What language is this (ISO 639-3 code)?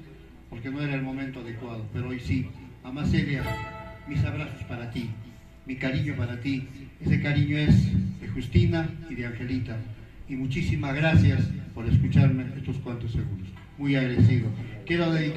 spa